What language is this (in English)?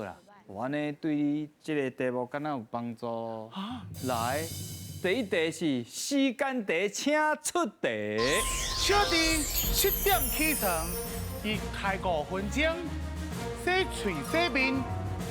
Min Nan Chinese